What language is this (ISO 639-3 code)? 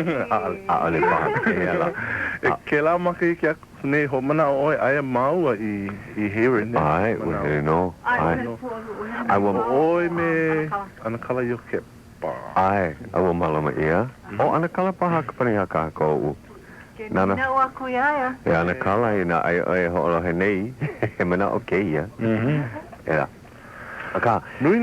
haw